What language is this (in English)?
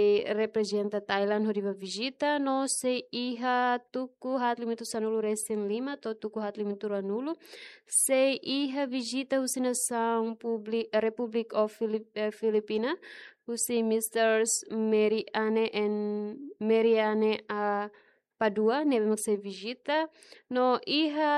Tetum